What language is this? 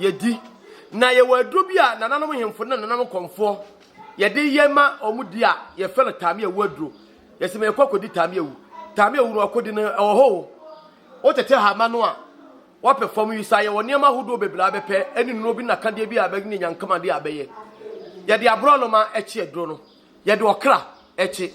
Akan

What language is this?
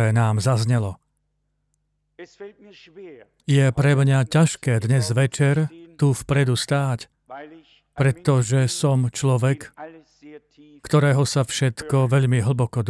Slovak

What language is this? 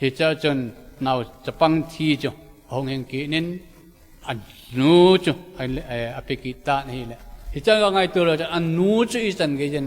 Thado Chin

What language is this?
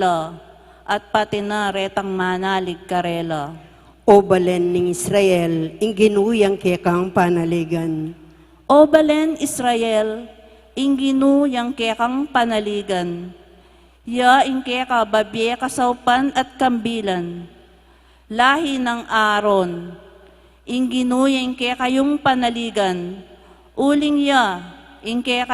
Pampanga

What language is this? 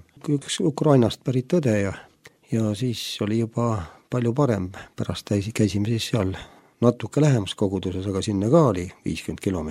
Estonian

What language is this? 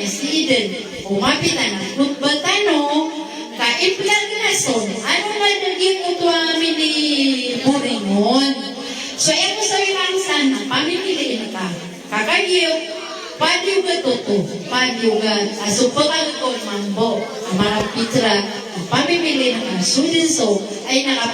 Maranao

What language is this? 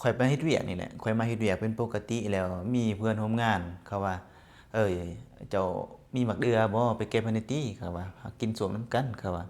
Lao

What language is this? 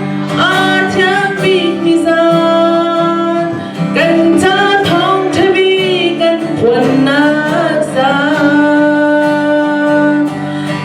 Hakha Chin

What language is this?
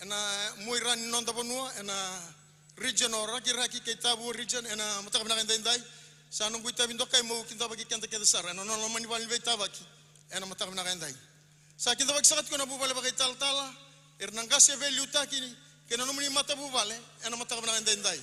Fijian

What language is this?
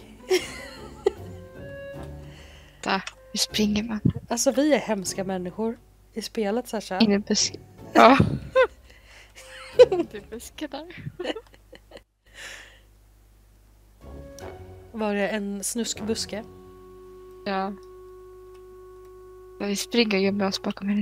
Swedish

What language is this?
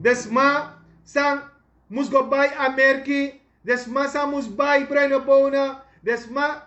Sranan Tongo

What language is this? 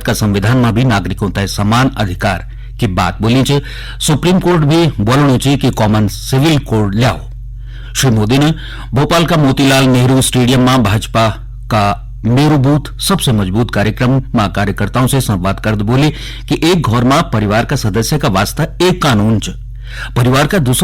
Garhwali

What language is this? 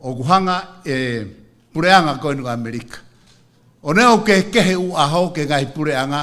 Tongan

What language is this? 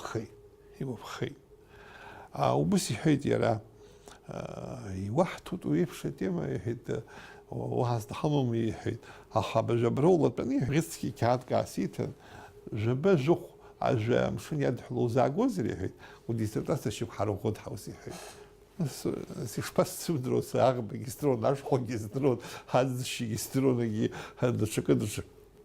Abkhazian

